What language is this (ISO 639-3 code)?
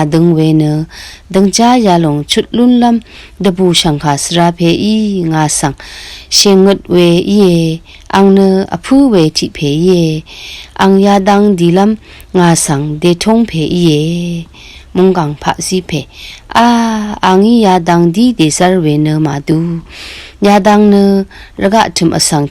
raw